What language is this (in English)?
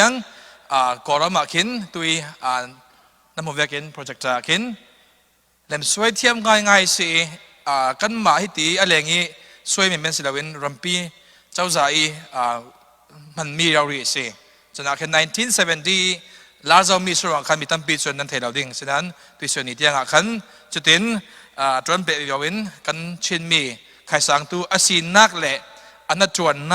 Falam Chin